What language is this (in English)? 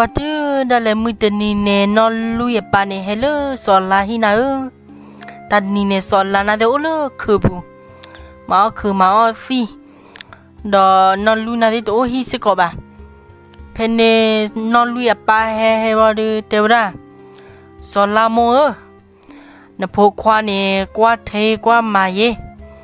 S'gaw Karen